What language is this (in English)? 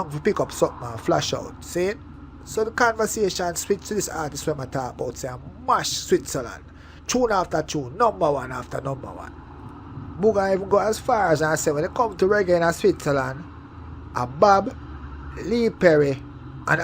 Jamaican Creole English